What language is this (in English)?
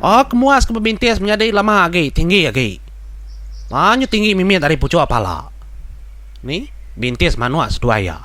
Iban